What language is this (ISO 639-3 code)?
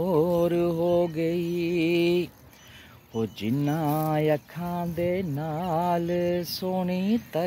san